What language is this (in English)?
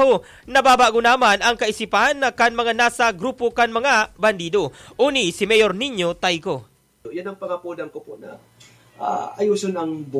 Bikol